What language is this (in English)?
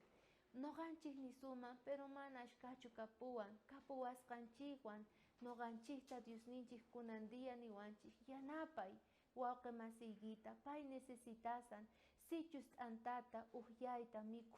South Bolivian Quechua